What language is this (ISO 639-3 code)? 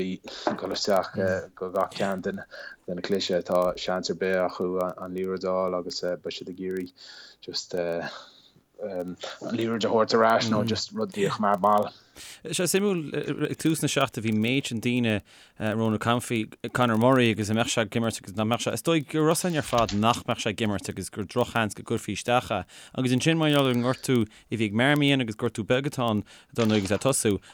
gle